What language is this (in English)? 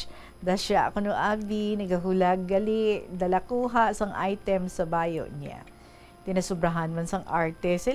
Hiligaynon